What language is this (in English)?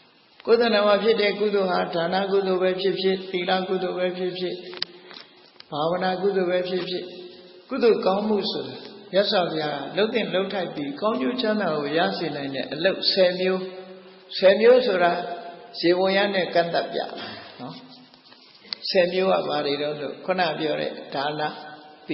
Burmese